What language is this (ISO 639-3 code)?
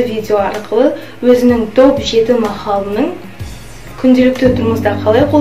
kaz